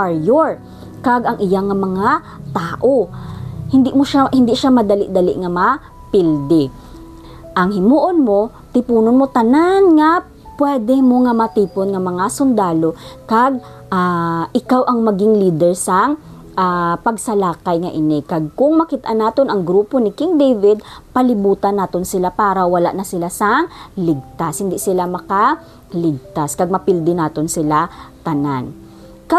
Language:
Hiligaynon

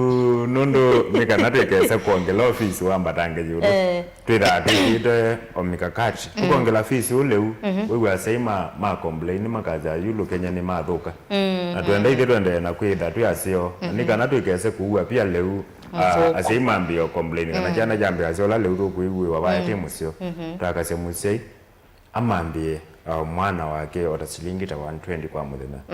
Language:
Kamba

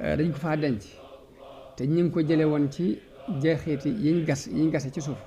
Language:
Wolof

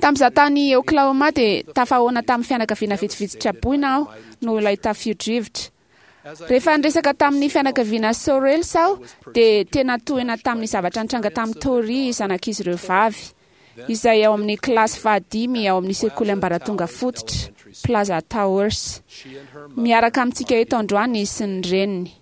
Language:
Malagasy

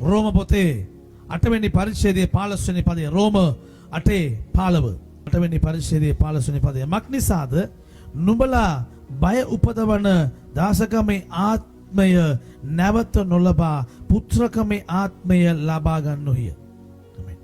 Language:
Sinhala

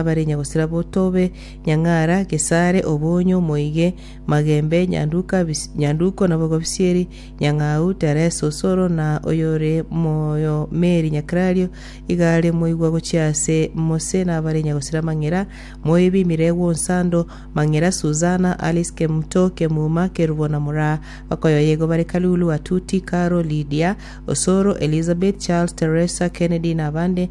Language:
Gusii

